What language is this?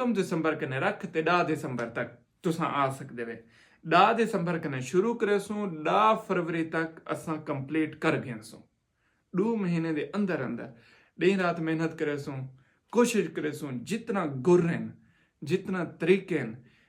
Saraiki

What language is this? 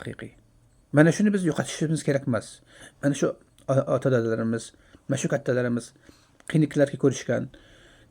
Uzbek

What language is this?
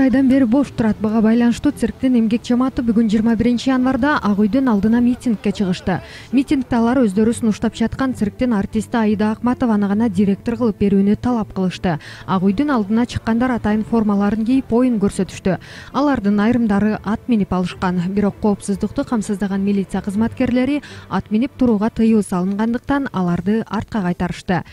Kyrgyz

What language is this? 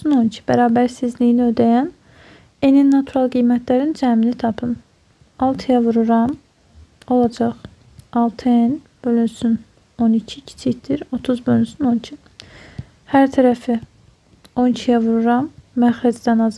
Azerbaijani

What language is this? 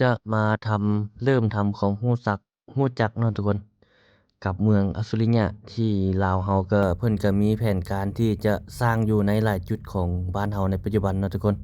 Lao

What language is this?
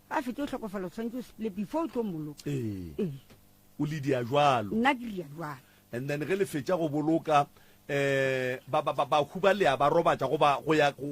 Northern Sotho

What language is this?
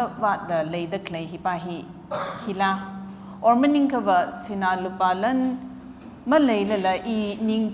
Tangkhul Naga (India)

